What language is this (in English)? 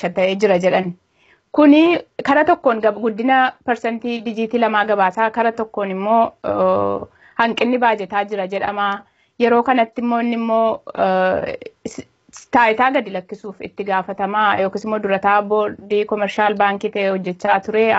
Oromo